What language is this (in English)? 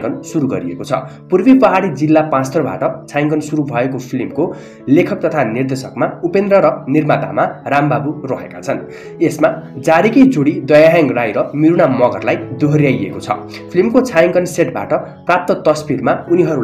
Nepali